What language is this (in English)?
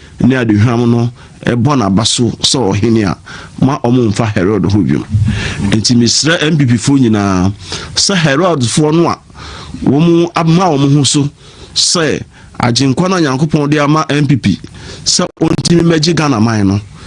Akan